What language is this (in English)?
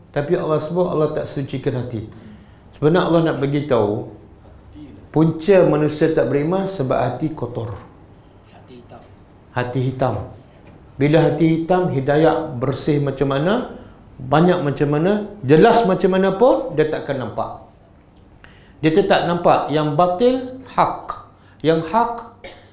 Malay